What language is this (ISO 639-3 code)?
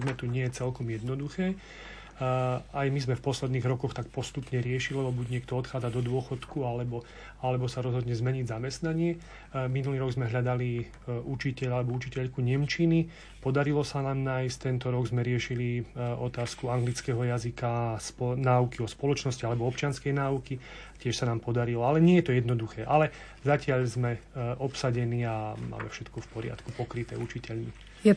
slk